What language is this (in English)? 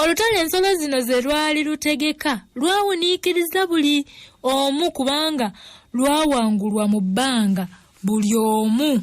Ganda